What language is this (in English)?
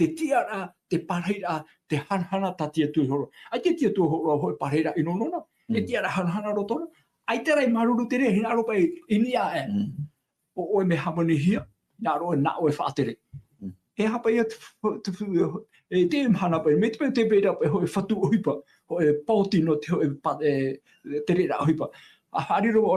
Tahitian